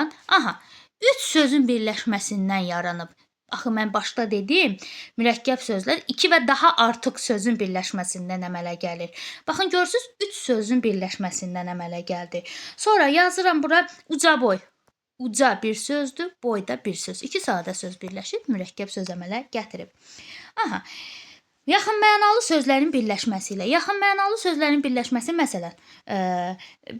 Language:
Azerbaijani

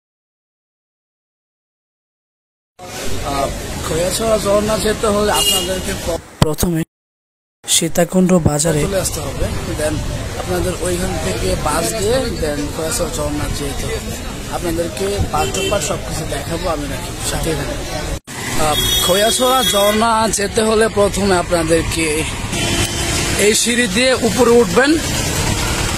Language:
Bangla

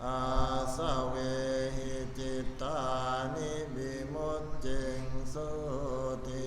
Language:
Pali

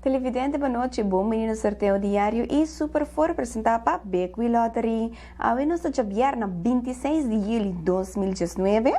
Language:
Papiamento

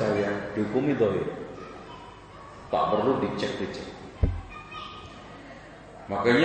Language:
Indonesian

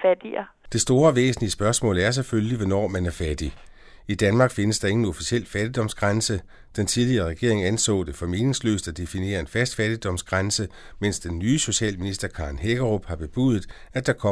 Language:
Danish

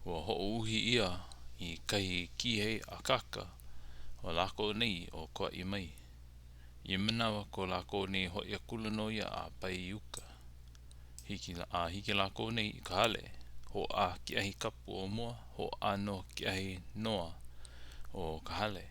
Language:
Hawaiian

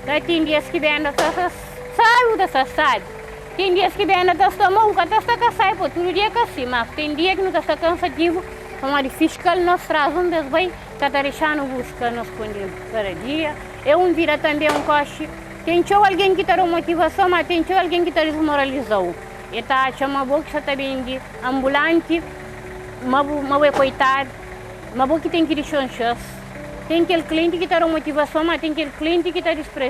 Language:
Kabuverdianu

